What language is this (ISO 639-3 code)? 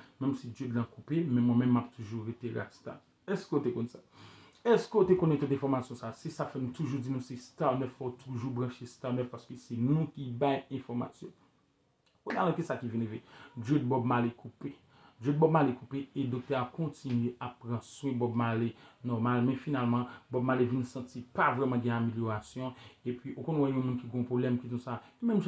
hat